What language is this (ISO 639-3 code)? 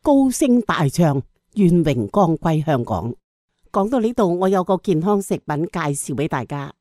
yue